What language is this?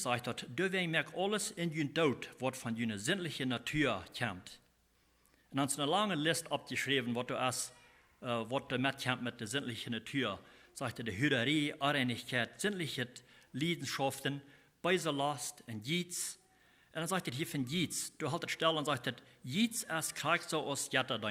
Plautdietsch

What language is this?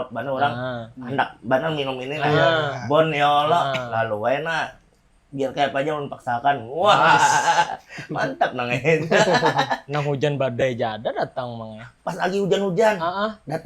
Banjar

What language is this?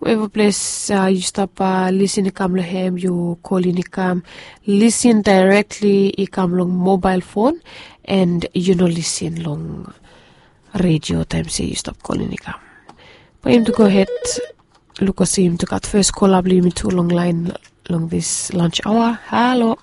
Bislama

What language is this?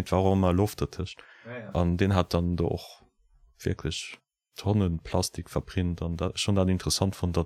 Luxembourgish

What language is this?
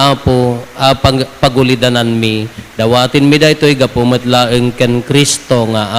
Iloko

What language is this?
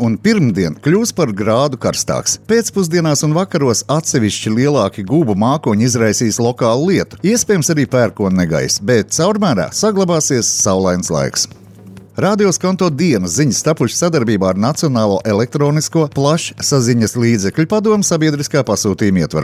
Latvian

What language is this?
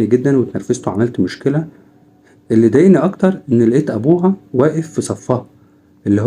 Egyptian Arabic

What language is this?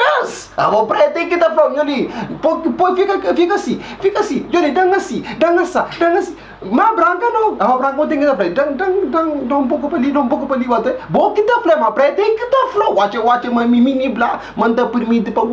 Kabuverdianu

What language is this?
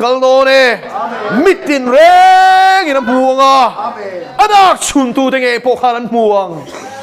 Mizo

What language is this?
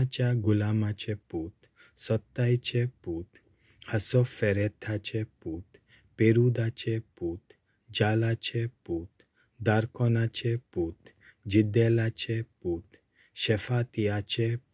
Konkani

